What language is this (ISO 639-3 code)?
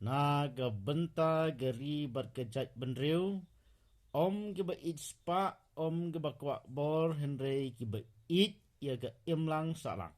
kha